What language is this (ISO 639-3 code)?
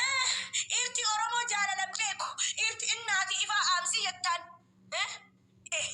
orm